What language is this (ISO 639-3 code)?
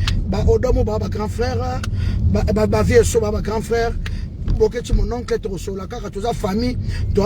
lin